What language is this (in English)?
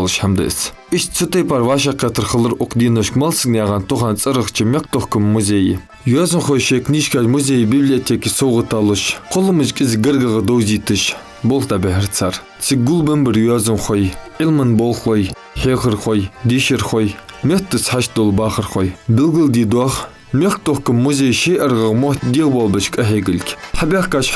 Ingush